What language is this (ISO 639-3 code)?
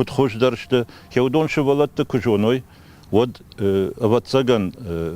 oss